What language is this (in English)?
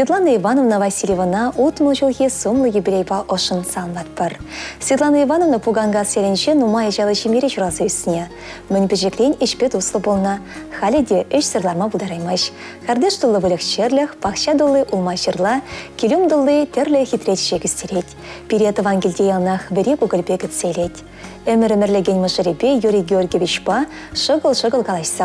Chuvash